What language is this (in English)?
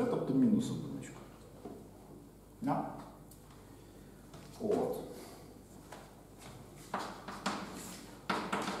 Ukrainian